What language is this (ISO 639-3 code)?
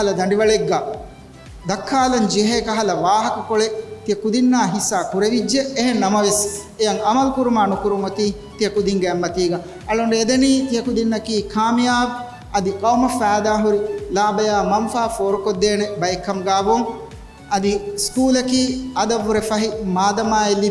div